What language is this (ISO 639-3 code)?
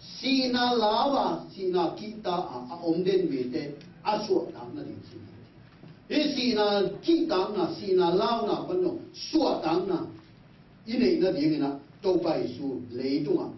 ctd